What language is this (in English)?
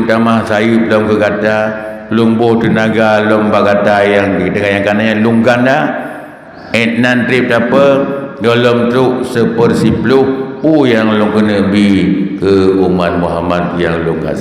Achinese